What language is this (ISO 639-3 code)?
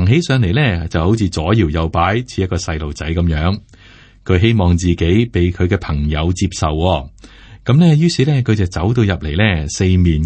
yue